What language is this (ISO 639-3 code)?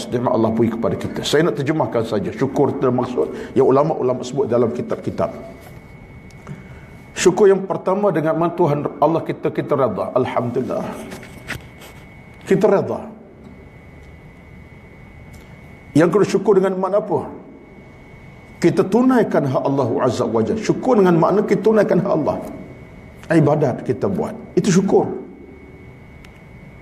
msa